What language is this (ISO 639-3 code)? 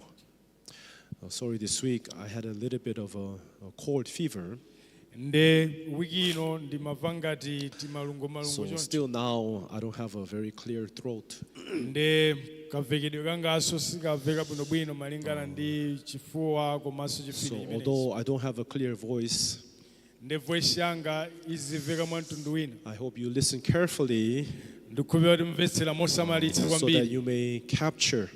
nya